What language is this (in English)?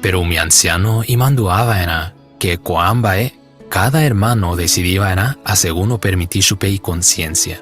Guarani